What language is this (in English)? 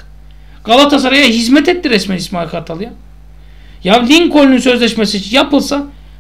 Turkish